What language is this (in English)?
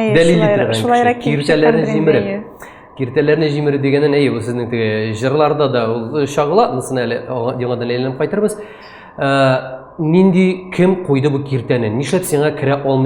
Tatar